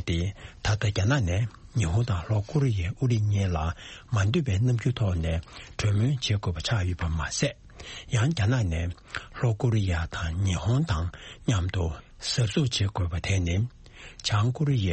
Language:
Tibetan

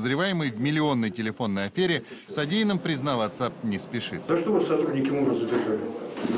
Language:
Russian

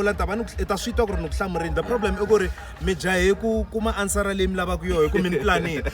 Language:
Tsonga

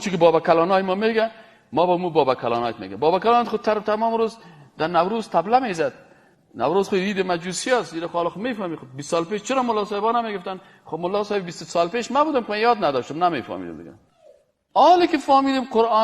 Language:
Persian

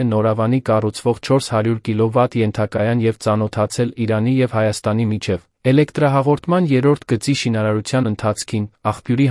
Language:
Armenian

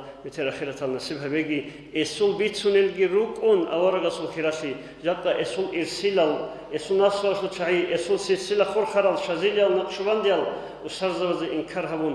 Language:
Avaric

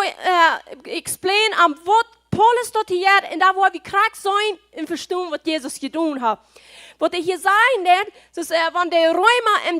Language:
Plautdietsch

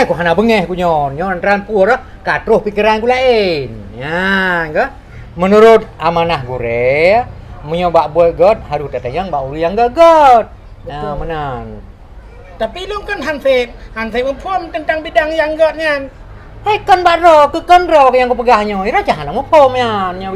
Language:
Achinese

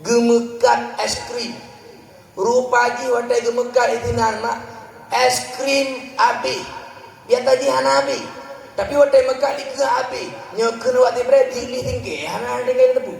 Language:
Achinese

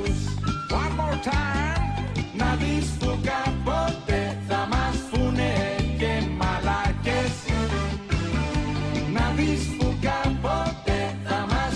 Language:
Greek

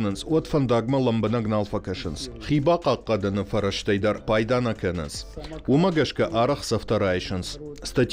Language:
Ossetic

